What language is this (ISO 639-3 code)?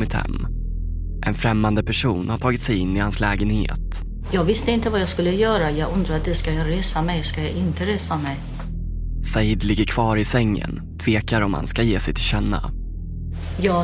swe